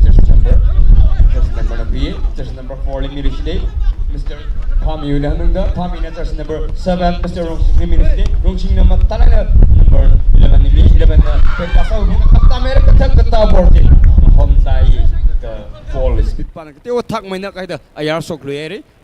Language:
Tangkhul Naga (India)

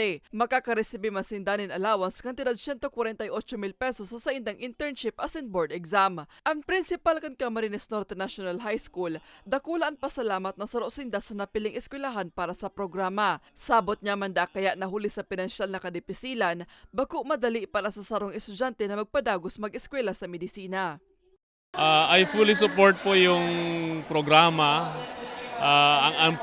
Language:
Bikol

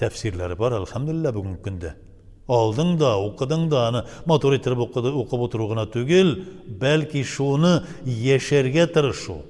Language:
Tatar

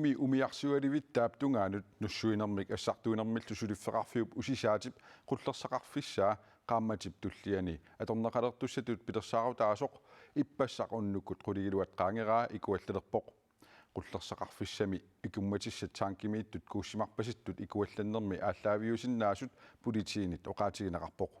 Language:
Kalaallisut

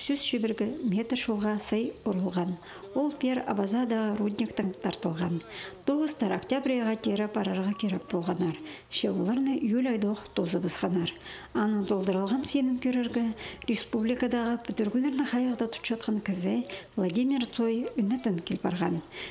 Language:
Khakas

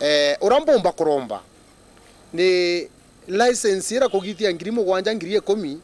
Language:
Meru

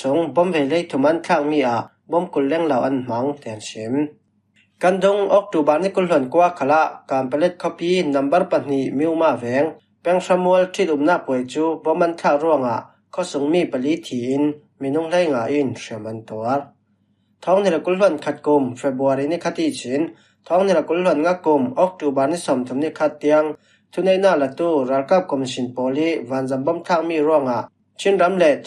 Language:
Falam Chin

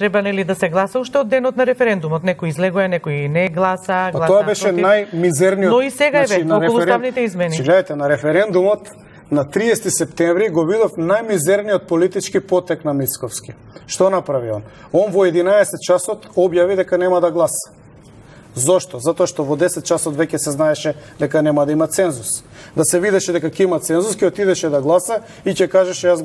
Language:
Macedonian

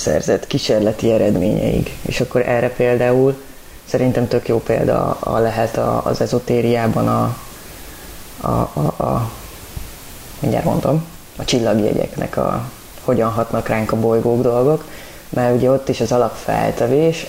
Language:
Hungarian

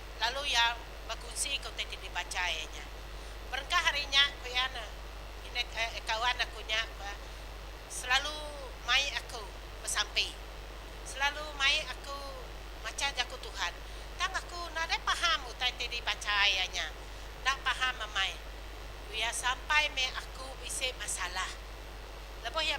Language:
Iban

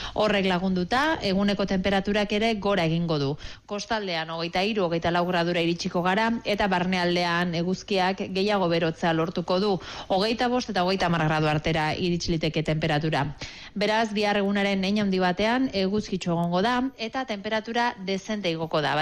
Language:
Basque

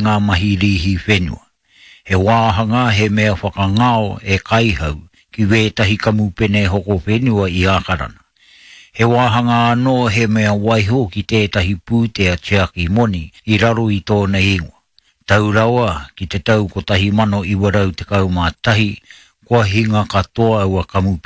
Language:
Māori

